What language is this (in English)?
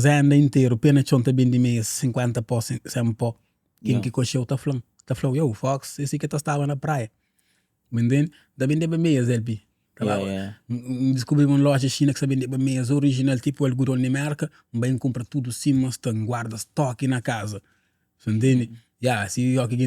Kabuverdianu